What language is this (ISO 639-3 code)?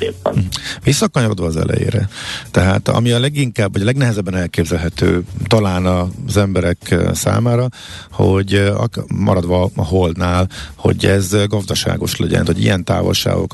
hun